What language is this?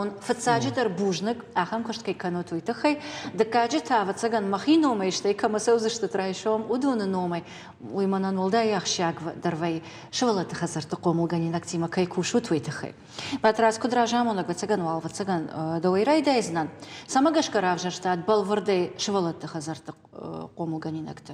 Ossetic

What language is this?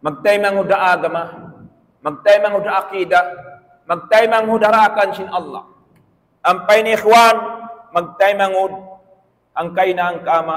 Tausug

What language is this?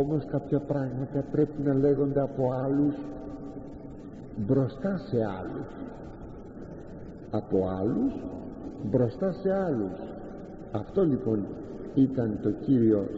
Greek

